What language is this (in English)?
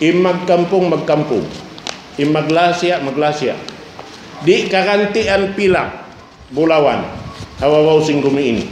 Tausug